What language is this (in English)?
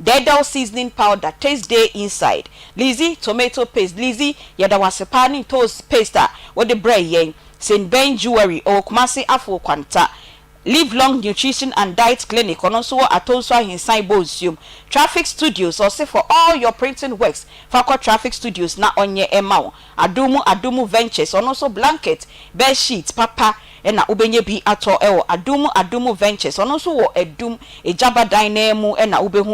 Akan